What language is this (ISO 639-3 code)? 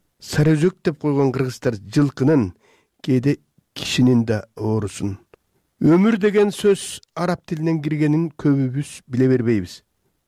kir